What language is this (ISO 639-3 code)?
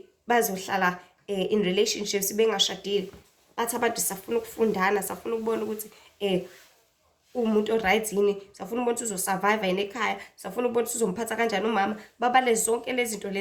zul